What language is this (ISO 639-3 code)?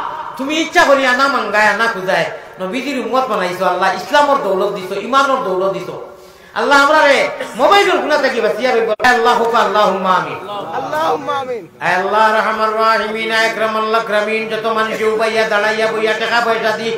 syl